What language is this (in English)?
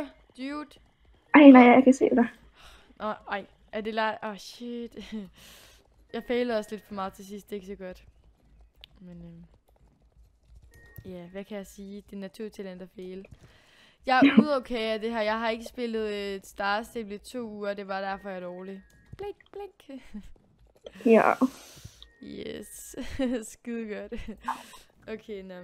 Danish